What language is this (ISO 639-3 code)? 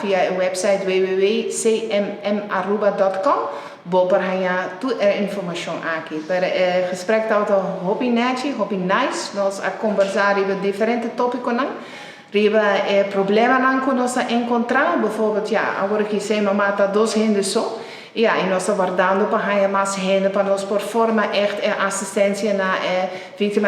pap